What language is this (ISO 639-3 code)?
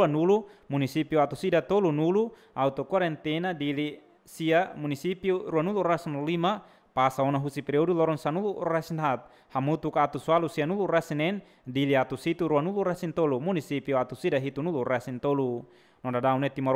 tet